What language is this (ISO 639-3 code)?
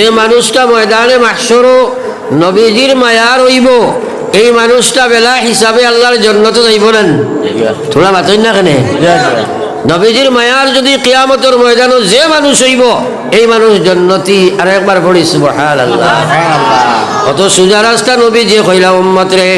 syl